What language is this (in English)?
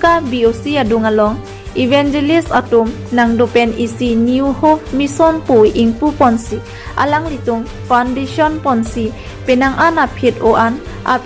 Karbi